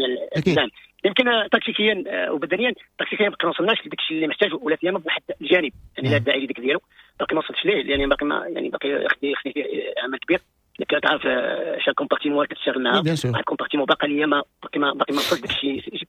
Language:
Moroccan Arabic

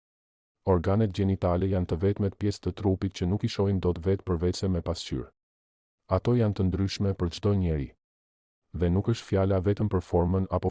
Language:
Albanian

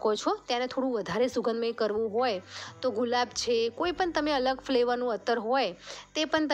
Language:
Gujarati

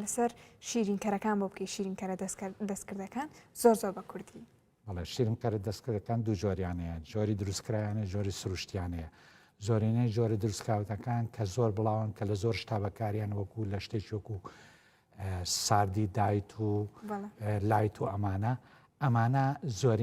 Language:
Central Kurdish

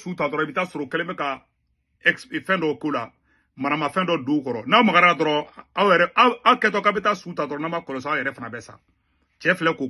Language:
Bambara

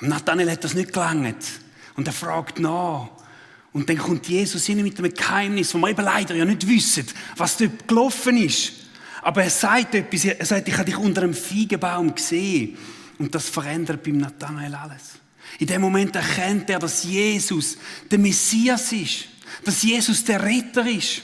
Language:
Swiss German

